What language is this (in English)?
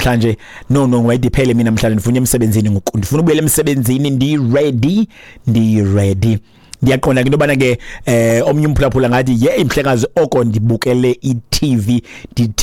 Xhosa